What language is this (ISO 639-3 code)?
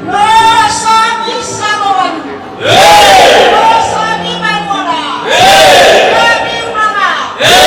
nia